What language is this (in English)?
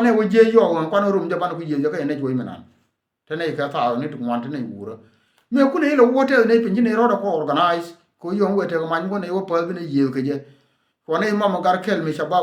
Nuer